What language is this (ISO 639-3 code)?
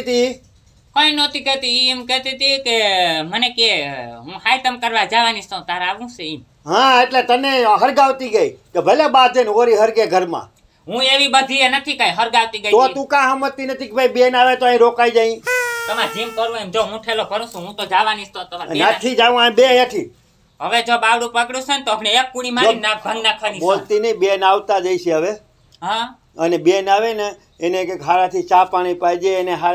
guj